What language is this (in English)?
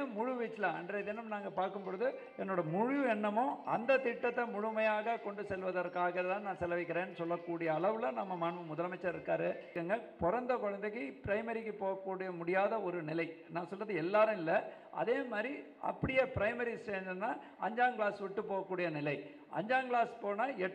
Tamil